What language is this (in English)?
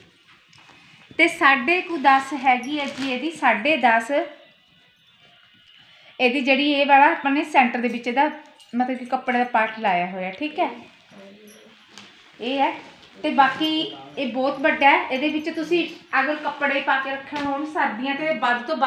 Punjabi